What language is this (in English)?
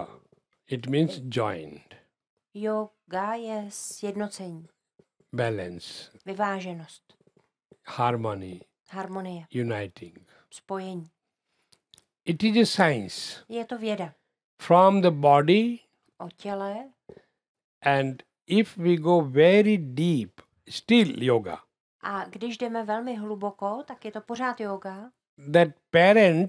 Czech